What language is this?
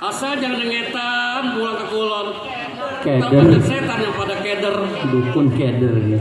Betawi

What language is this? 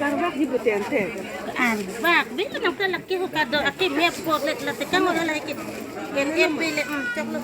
Karbi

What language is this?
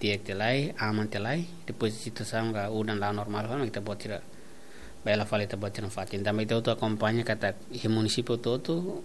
Tetum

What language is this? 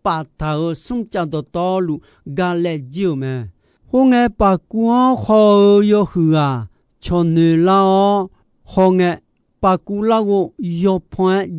Akha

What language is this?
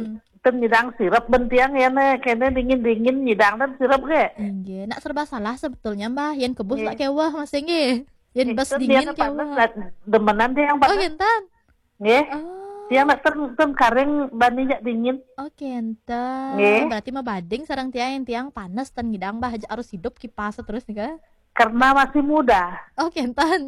Balinese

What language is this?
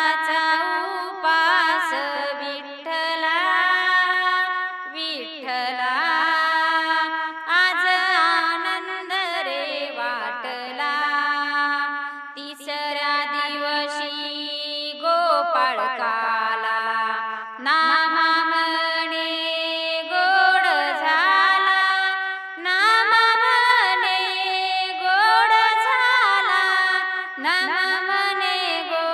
Marathi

